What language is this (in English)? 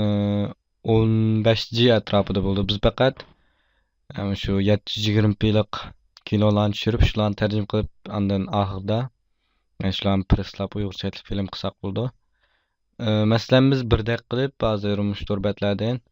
Uyghur